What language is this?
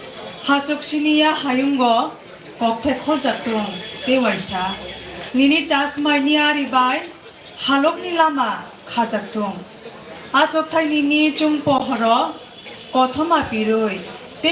Kok Borok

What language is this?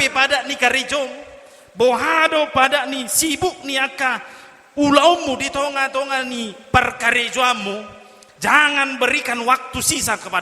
Batak Toba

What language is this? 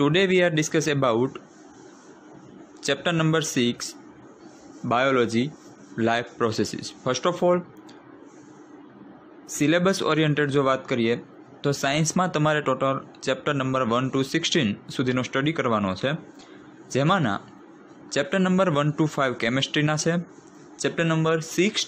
Gujarati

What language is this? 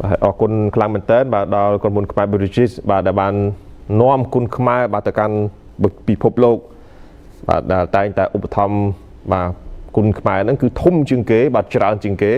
Khmer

